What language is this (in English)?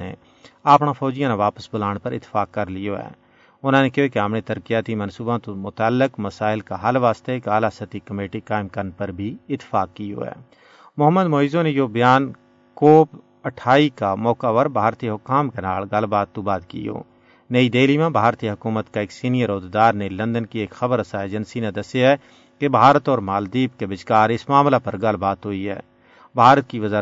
Gujari